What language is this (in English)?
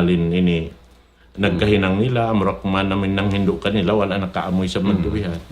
Tausug